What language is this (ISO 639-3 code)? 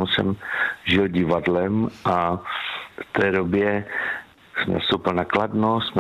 ces